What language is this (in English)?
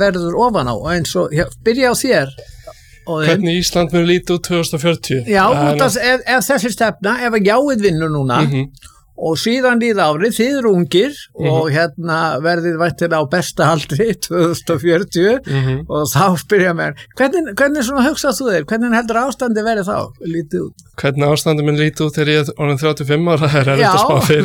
Icelandic